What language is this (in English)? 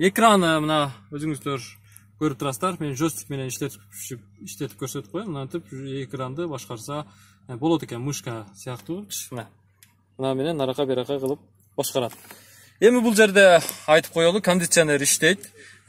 Kyrgyz